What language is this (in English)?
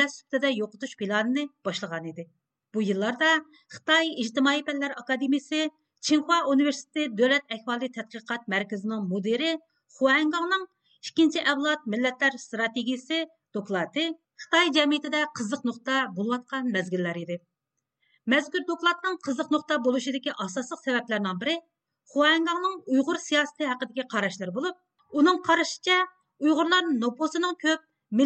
Uyghur